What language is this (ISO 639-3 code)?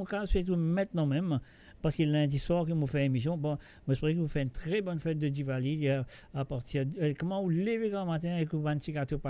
mfe